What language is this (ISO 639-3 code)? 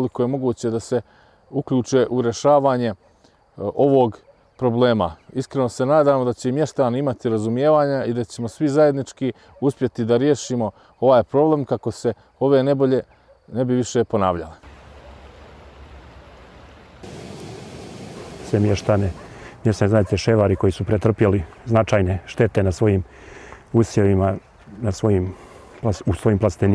srp